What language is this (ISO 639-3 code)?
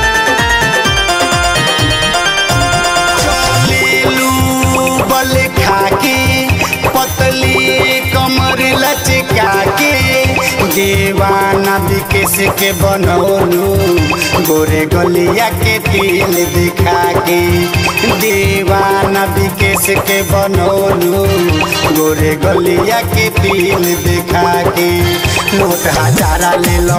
bho